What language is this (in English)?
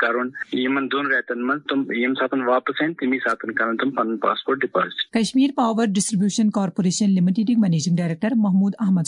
Kashmiri